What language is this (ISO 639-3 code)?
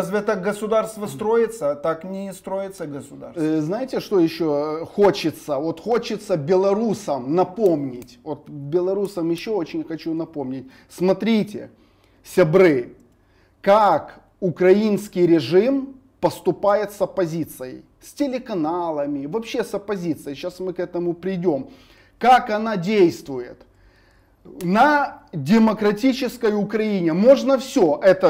rus